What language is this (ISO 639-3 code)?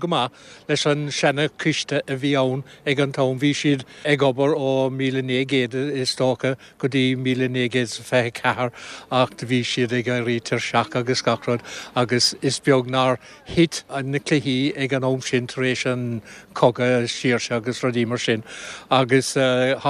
gle